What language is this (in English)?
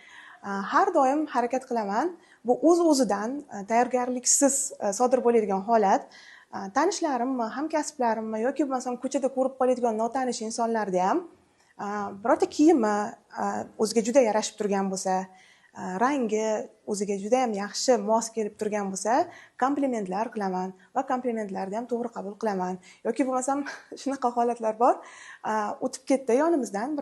Uzbek